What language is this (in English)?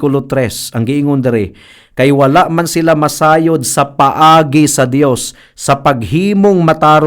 Cebuano